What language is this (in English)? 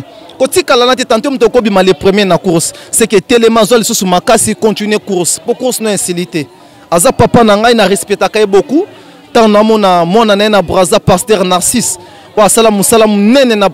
Lingala